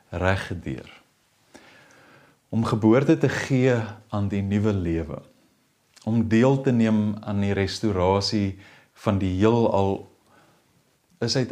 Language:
Afrikaans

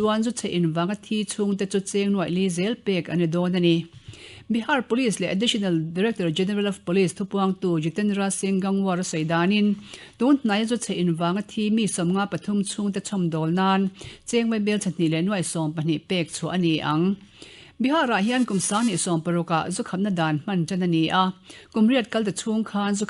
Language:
Mizo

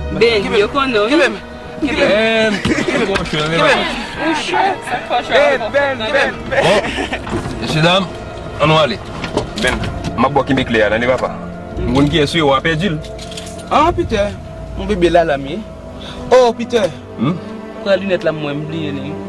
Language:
Haitian Creole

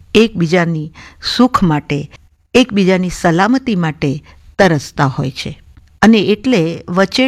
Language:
Gujarati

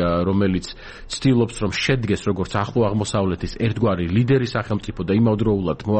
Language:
Georgian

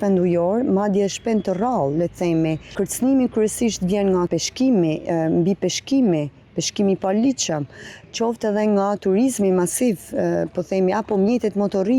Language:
Albanian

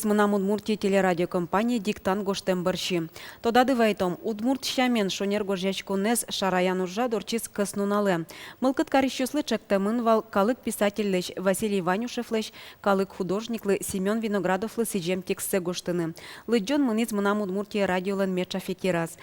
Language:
Udmurt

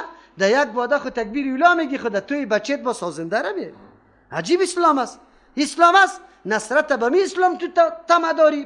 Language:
Persian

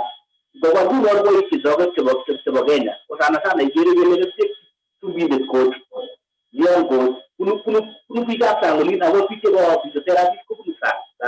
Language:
Kalenjin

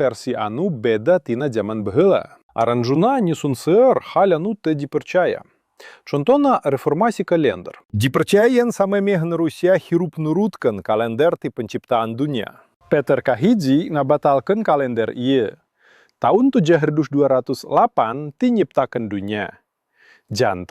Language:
Sundanese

